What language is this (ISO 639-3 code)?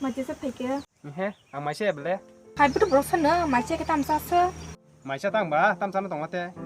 trp